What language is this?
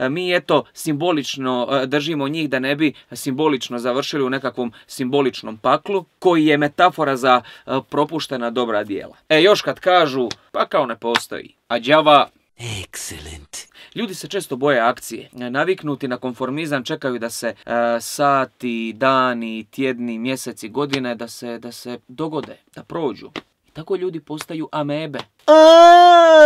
Croatian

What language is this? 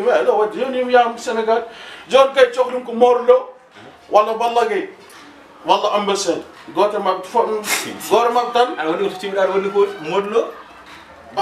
Fula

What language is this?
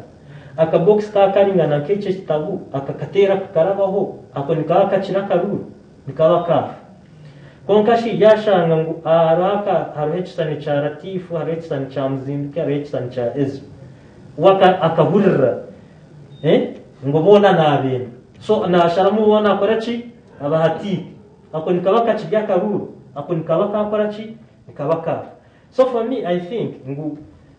Nyankole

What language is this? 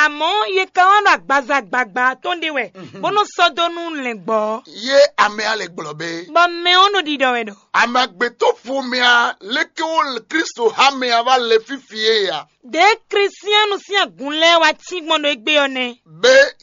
Fon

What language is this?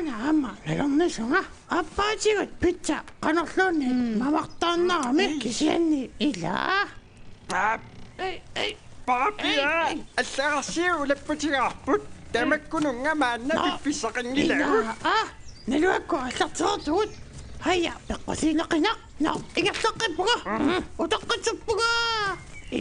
Kalaallisut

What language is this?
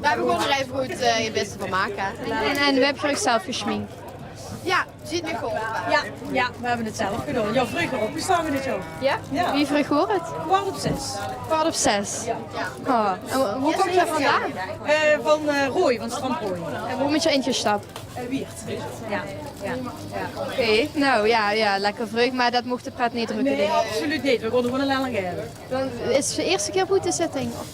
Limburgish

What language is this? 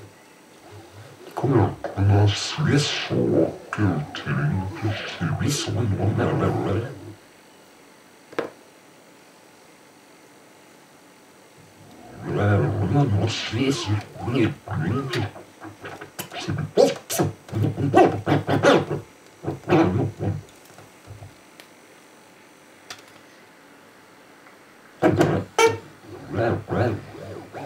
Swedish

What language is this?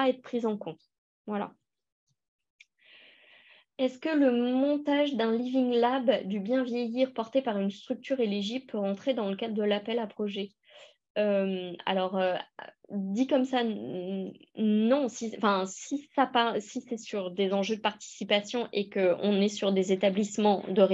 French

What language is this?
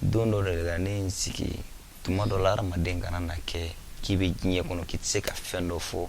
Bambara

